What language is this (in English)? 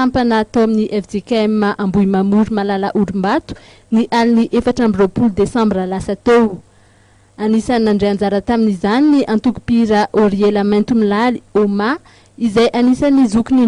Malagasy